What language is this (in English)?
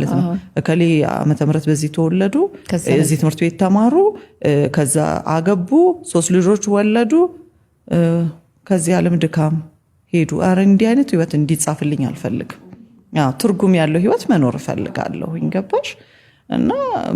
Amharic